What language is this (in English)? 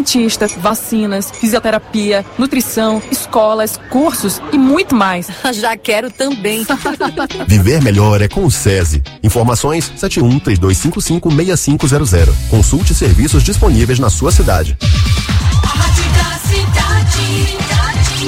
Portuguese